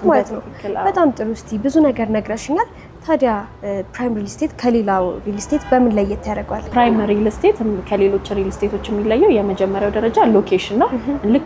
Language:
Amharic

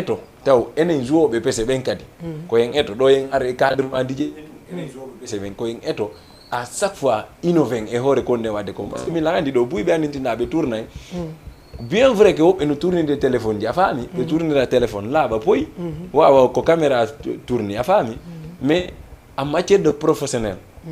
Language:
Fula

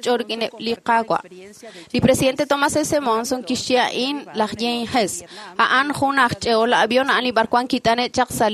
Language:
Kekchí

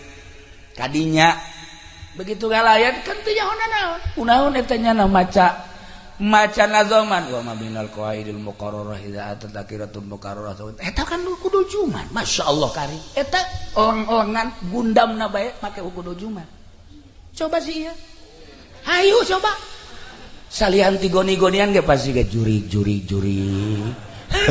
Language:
Sundanese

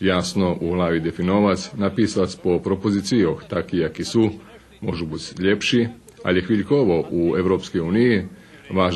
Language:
Rusyn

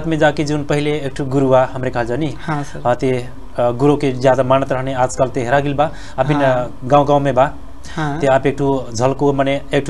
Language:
Bhojpuri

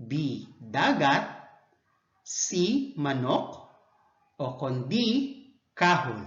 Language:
Hiligaynon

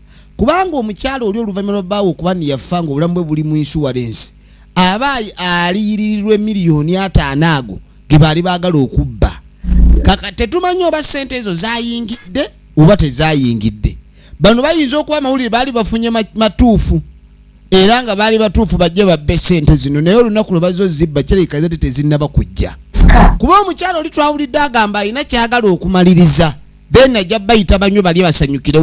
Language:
Ganda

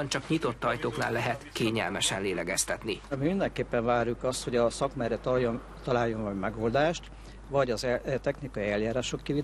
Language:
Hungarian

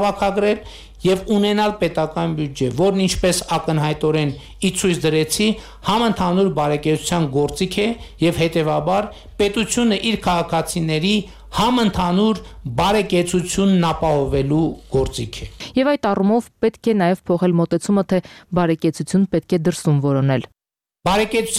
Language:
Armenian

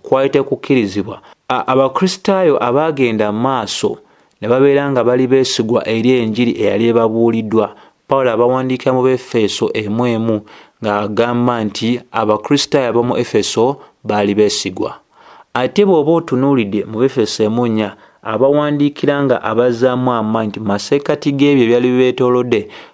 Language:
Ganda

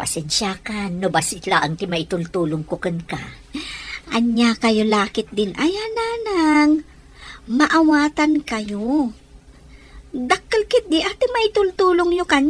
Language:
Iloko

